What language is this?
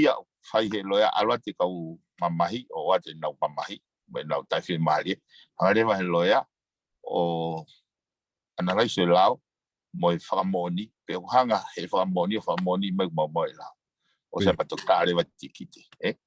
Tongan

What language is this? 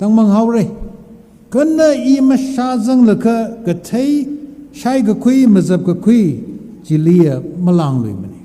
Tangkhul Naga (India)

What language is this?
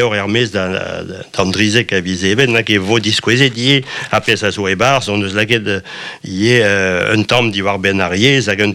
Breton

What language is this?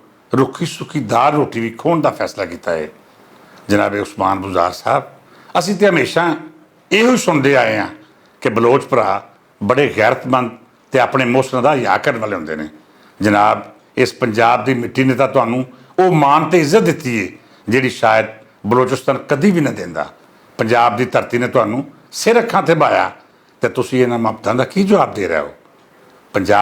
Western Panjabi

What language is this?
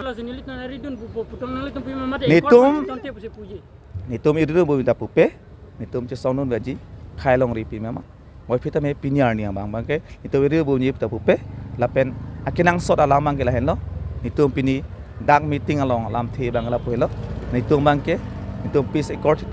Karbi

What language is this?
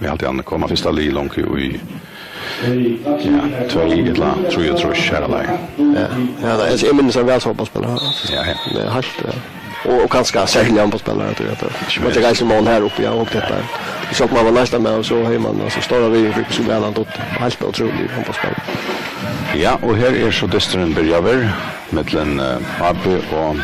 Faroese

